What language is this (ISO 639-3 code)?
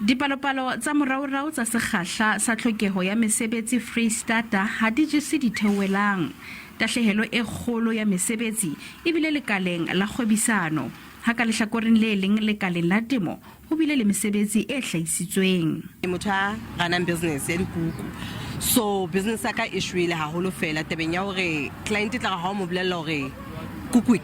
sot